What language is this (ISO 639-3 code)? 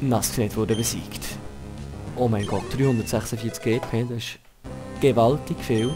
gsw